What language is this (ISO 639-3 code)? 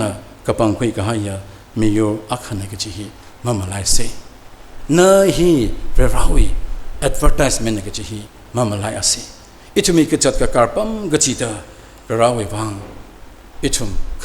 nmf